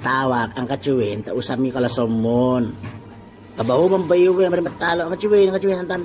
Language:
Itawit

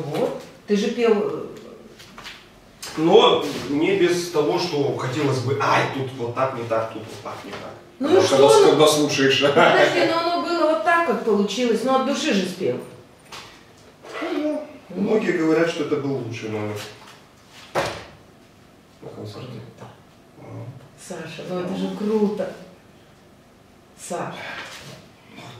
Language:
Russian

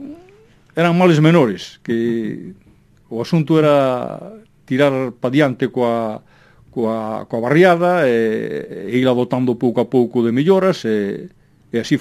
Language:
Galician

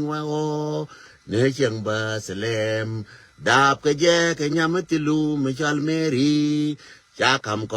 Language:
Nuer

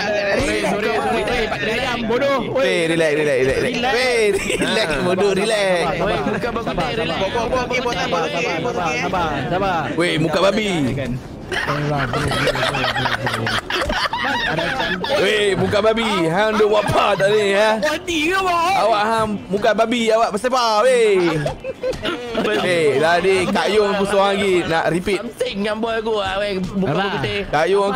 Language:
Malay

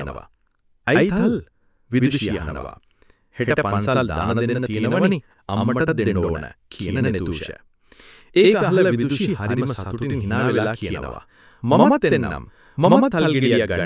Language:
Sinhala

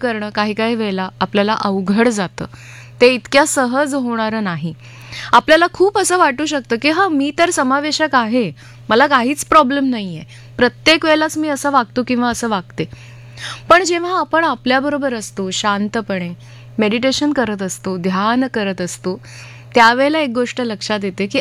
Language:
Marathi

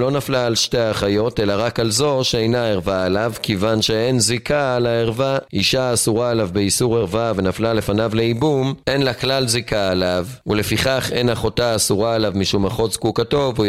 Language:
Hebrew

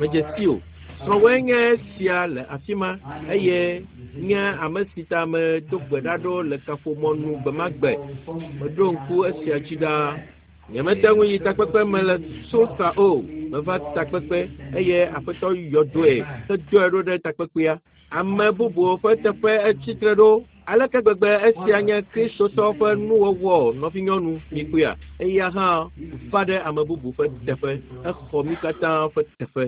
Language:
Ewe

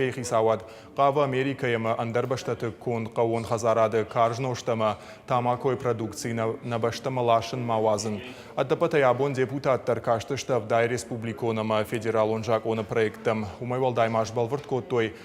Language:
Ossetic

